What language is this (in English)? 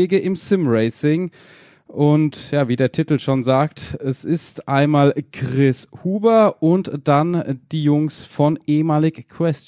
German